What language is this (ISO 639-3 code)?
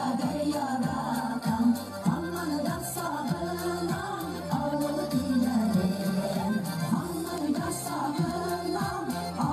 bak